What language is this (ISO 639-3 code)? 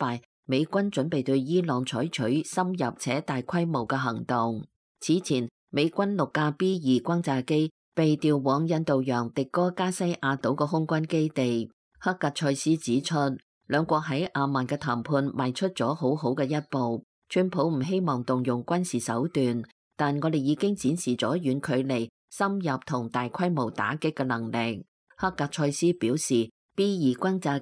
yue